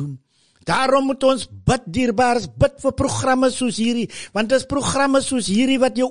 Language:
Afrikaans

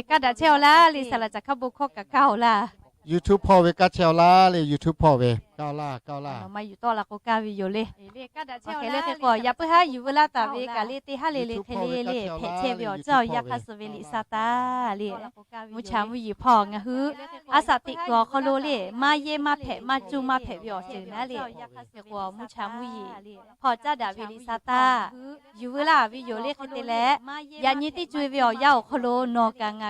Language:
Lahu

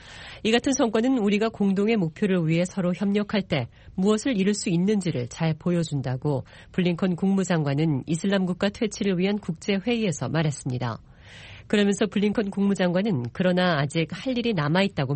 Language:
Korean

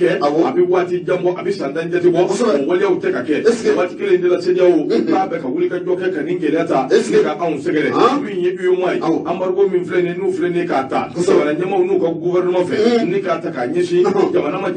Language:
Bambara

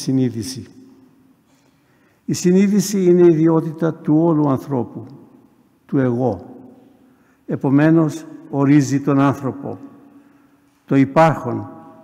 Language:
Greek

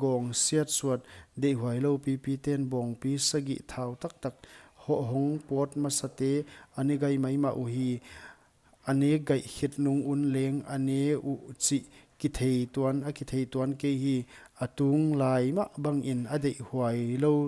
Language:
Paite Chin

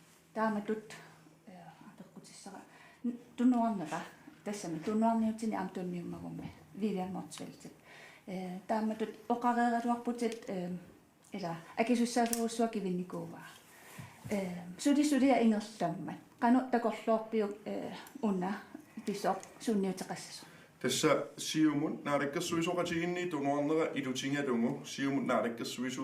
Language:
Kalaallisut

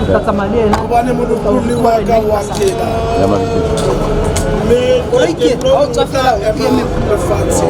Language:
Southern Sotho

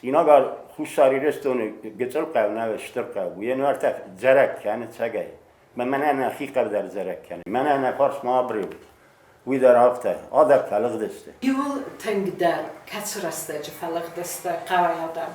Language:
Ossetic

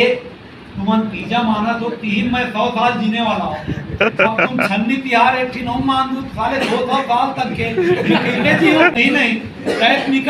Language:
Chhattisgarhi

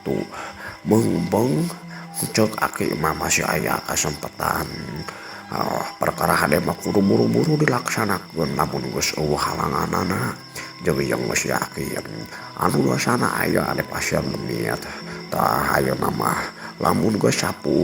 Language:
Sundanese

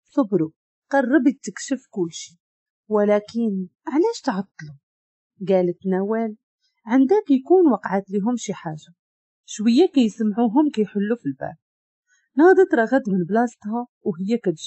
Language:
Moroccan Arabic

